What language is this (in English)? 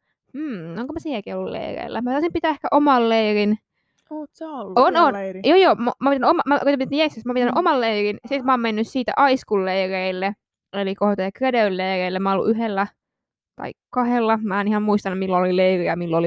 Finnish